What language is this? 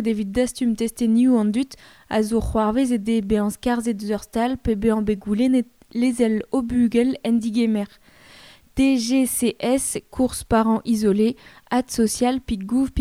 Breton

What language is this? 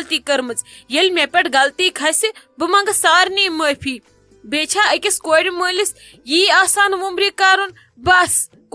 Kashmiri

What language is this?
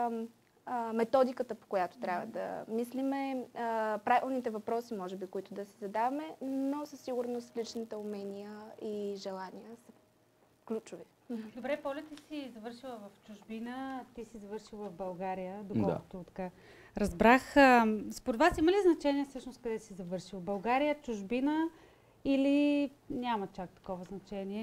Bulgarian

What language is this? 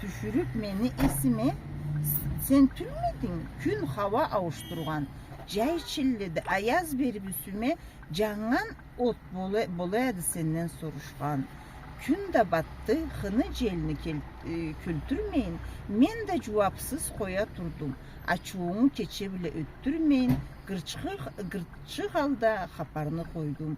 Karachay-Balkar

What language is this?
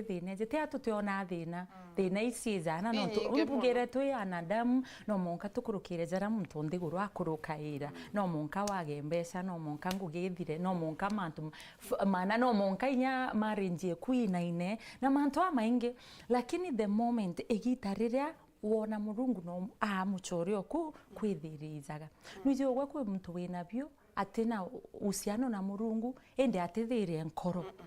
Meru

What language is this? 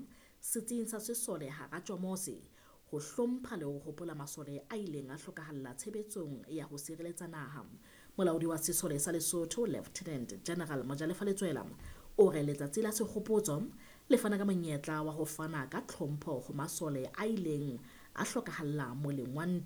Southern Sotho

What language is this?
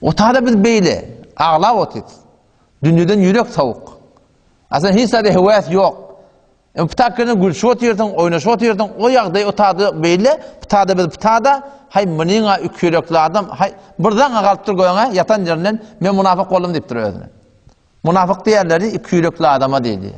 Turkmen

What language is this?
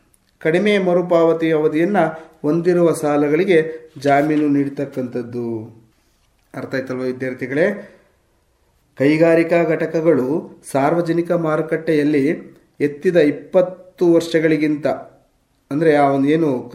Kannada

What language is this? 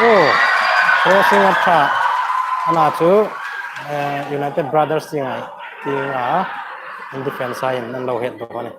Hmar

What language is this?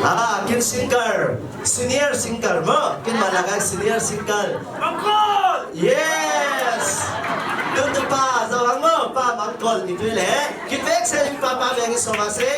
Falam Chin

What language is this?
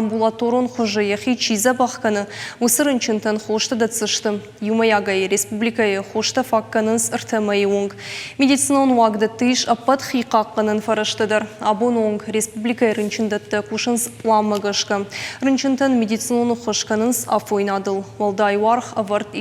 Ossetic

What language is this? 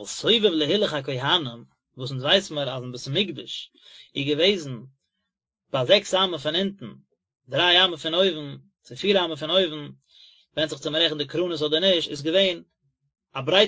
Yiddish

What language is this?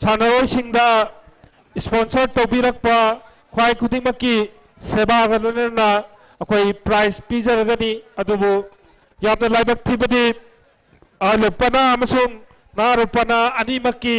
Manipuri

